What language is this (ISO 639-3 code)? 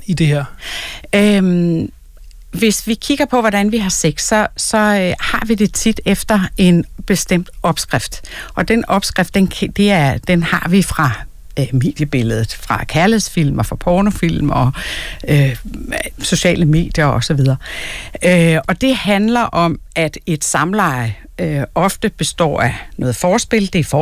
dan